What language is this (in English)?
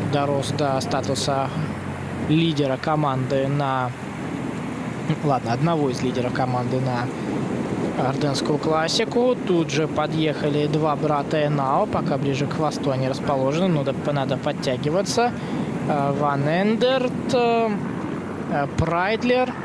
Russian